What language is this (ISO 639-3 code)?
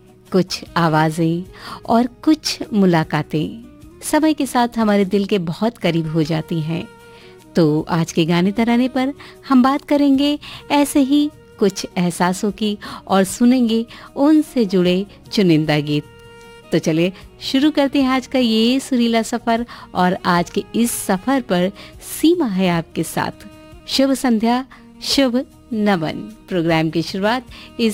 hin